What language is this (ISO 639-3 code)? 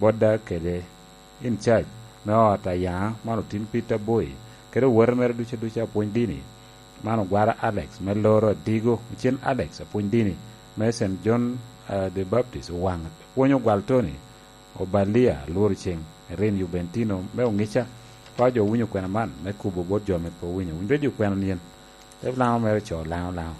laj